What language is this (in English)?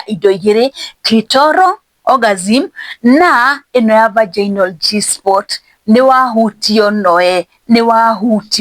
Kikuyu